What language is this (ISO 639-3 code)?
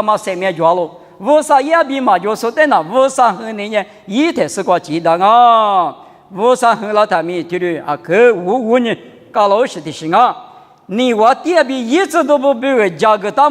lis